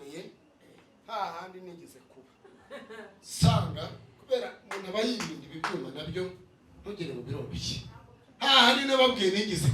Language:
Kinyarwanda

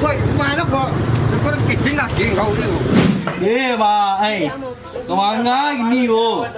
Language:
Minangkabau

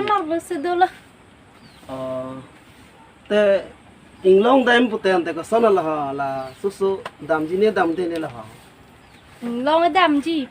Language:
Karbi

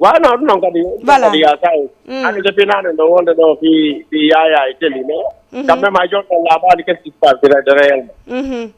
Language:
Fula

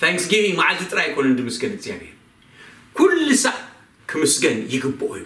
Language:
Tigrinya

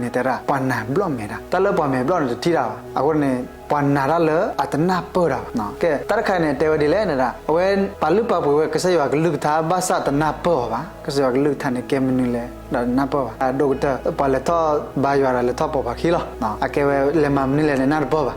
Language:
S'gaw Karen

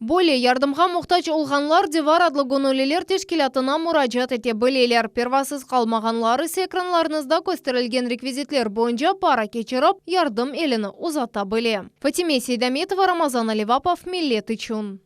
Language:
Crimean Tatar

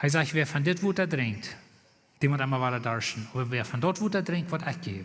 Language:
Plautdietsch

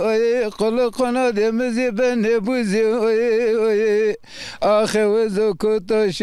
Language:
Zaza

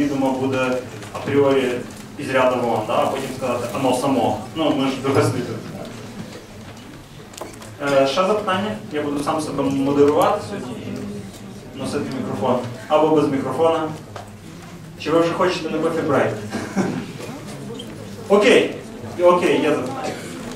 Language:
Ukrainian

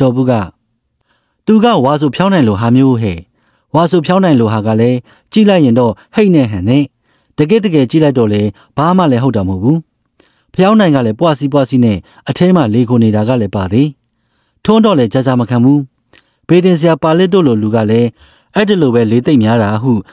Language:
Burmese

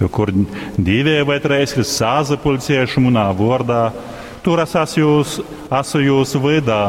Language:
Latgalian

